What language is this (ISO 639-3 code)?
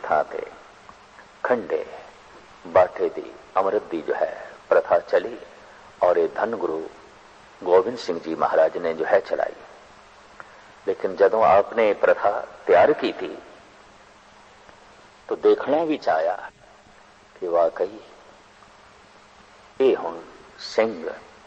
pan